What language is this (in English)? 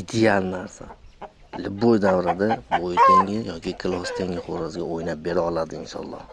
Uzbek